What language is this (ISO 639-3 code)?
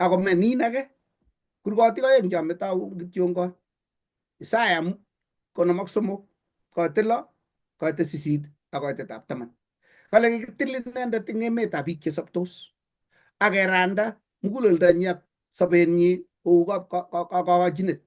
kln